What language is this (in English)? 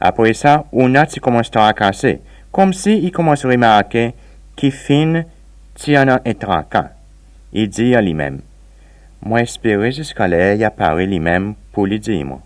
Seselwa Creole French